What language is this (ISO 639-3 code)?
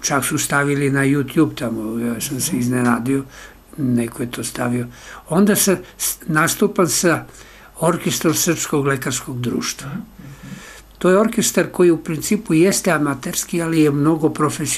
srp